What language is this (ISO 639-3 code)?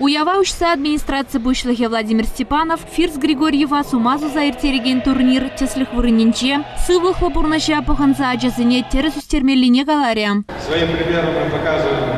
chv